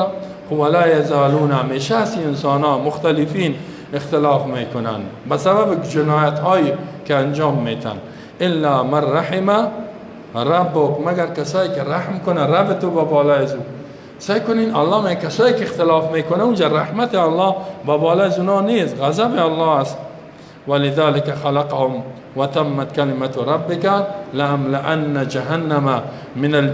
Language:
Persian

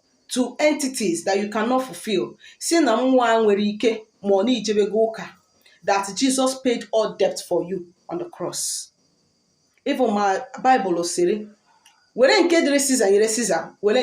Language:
Igbo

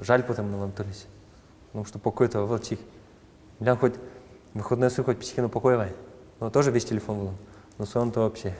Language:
Udmurt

